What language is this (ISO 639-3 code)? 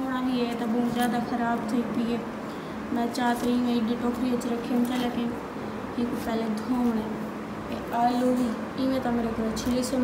skr